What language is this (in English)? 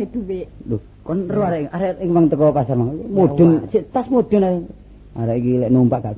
Javanese